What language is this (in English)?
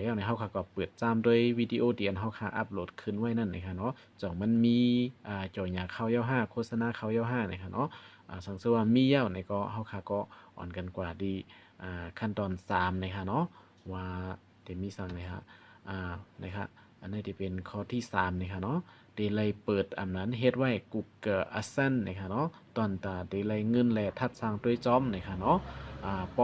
Shan